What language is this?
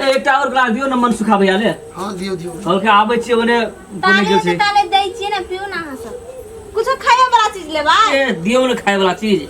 Maithili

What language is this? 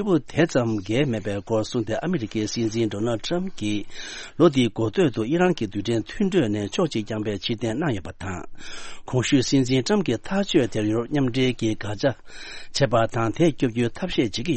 Tibetan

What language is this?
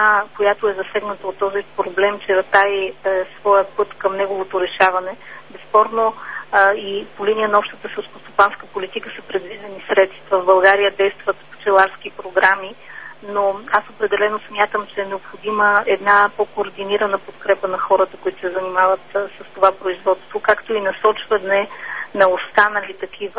Bulgarian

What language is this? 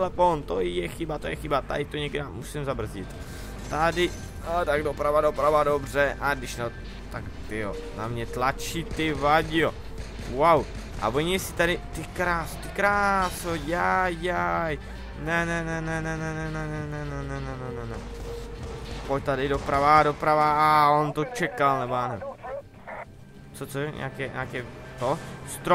Czech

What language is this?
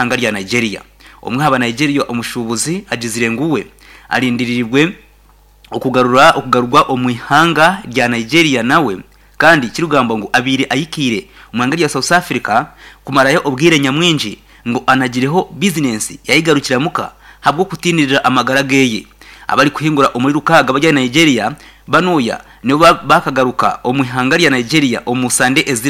Nyankole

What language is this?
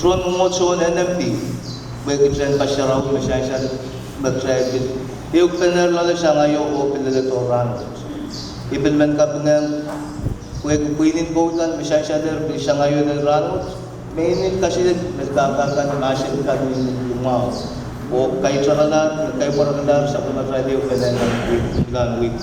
Pohnpeian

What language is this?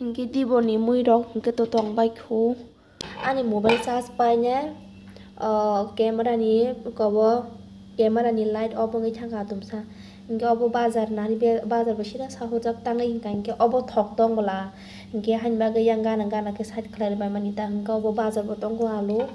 Kok Borok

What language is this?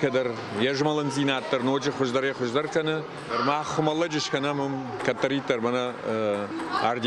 Ossetic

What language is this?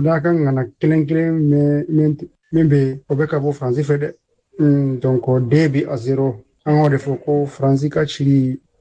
Bambara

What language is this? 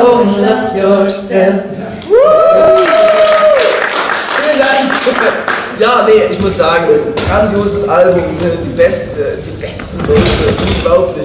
German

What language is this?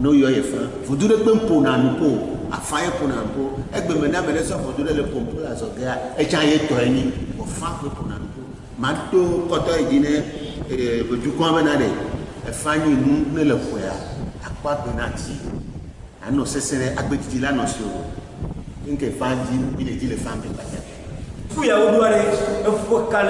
Ewe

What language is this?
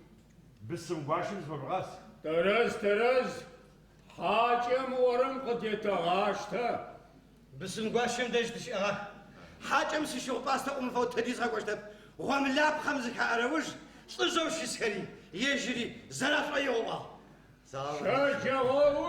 Adyghe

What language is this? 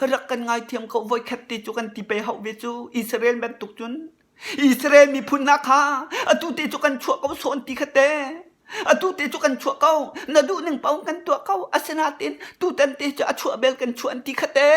Hakha Chin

